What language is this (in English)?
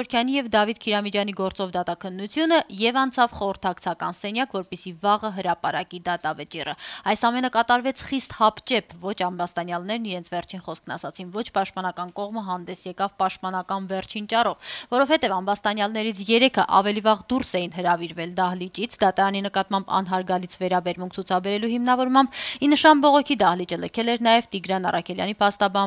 Armenian